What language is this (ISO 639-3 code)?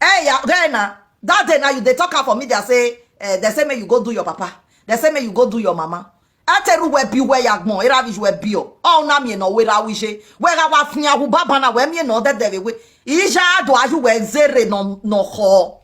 pcm